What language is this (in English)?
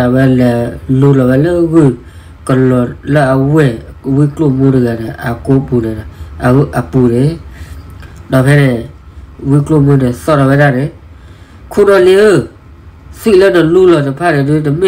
S'gaw Karen